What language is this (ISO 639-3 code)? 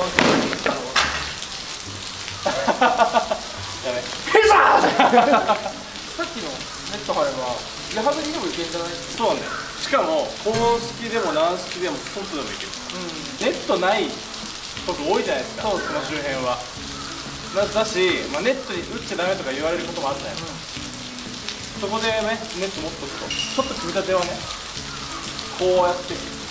jpn